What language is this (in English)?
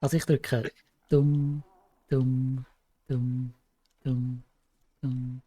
Swiss German